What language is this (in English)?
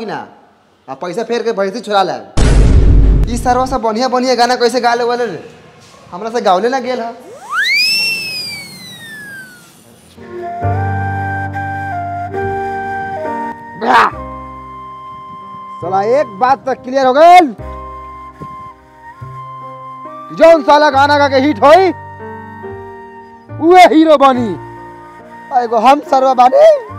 Bhojpuri